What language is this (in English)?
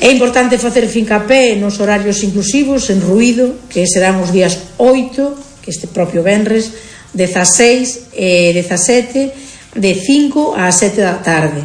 Galician